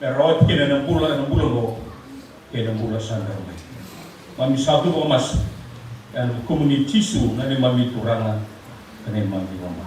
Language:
Fijian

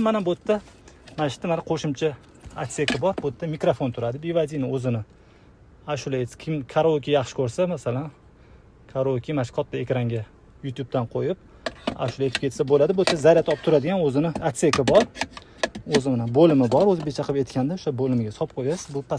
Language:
Uzbek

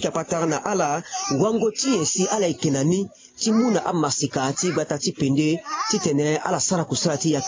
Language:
Sango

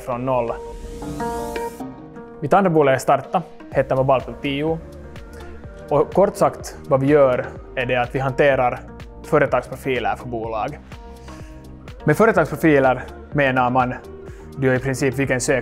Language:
Swedish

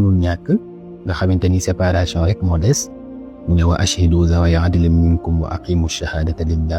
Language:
Wolof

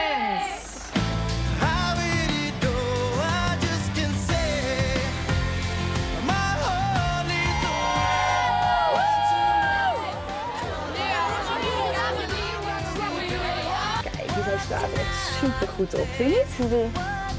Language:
Dutch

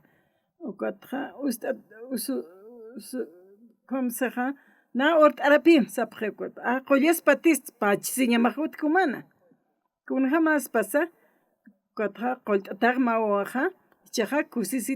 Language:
Aymara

